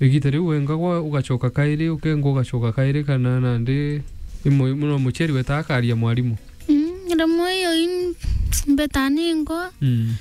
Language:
Meru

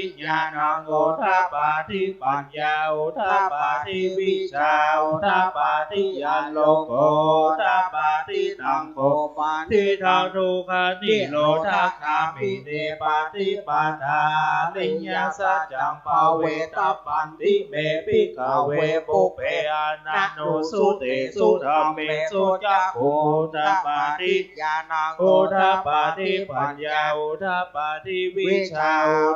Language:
Pali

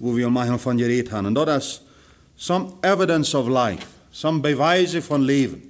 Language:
Plautdietsch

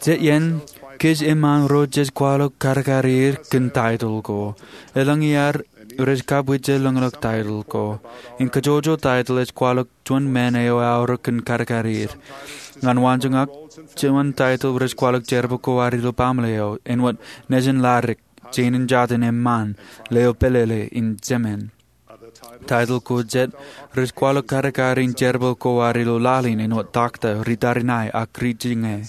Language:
Marshallese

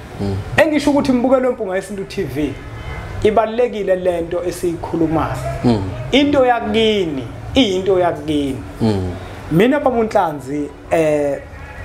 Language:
Zulu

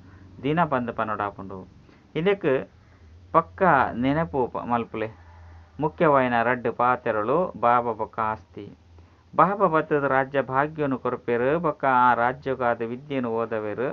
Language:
Tulu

